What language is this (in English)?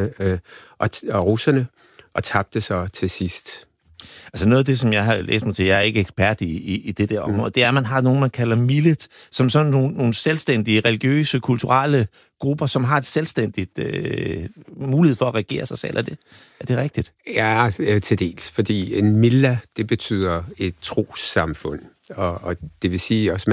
Danish